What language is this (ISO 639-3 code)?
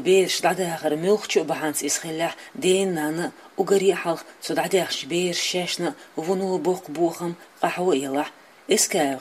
che